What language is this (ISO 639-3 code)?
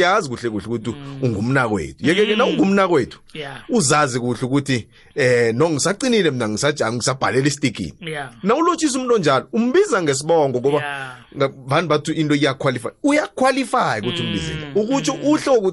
nbl